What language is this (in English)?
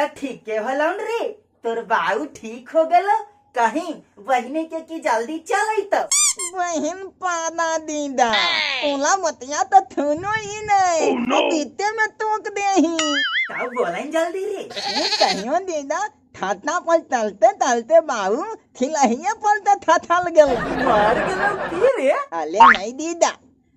Magahi